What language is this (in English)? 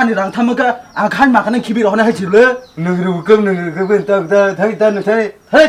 Kok Borok